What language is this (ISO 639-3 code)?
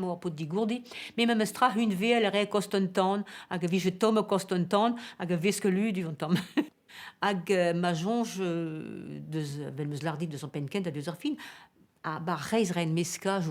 bre